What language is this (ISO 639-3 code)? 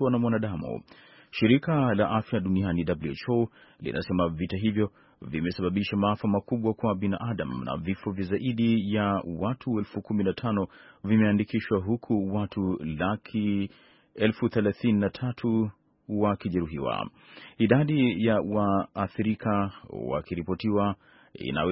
swa